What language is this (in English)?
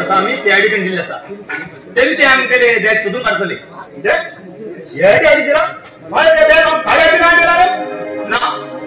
Konkani